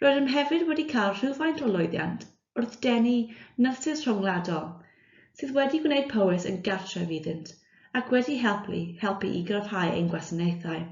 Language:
Welsh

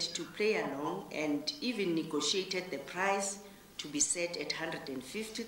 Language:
English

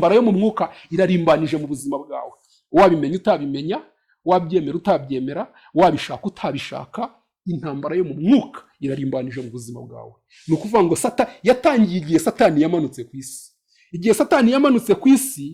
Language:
Kinyarwanda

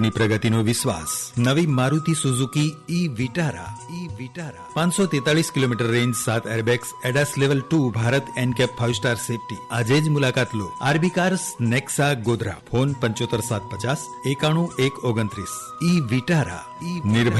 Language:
Gujarati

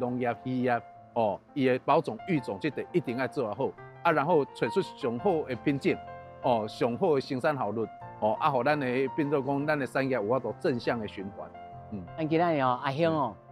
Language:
Min Nan Chinese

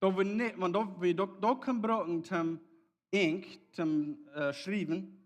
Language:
Plautdietsch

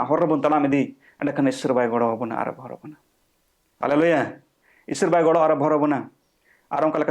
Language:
Santali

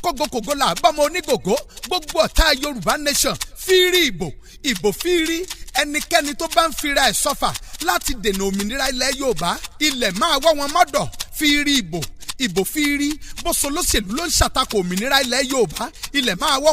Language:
Yoruba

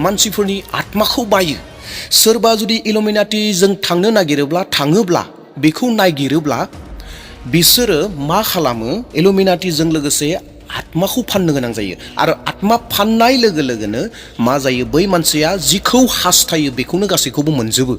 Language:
Bodo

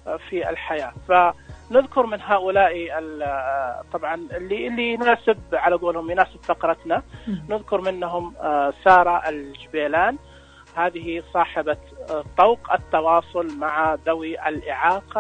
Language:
Najdi Arabic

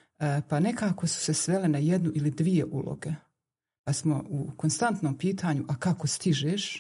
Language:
Bosnian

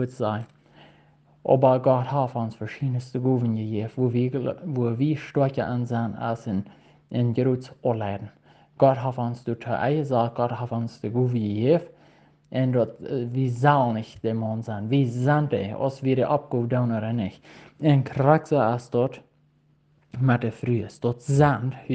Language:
Plautdietsch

